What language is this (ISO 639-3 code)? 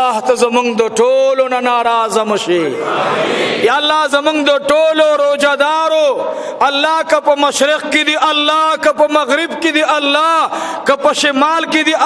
pus